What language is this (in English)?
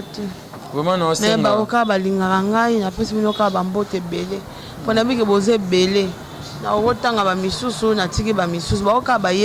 Lingala